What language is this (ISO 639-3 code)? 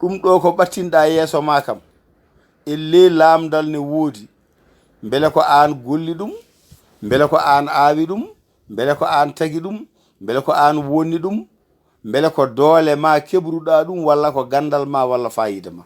ful